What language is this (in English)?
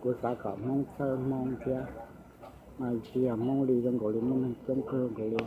Hmong